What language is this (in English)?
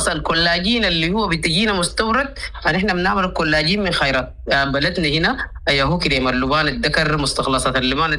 Sudanese Arabic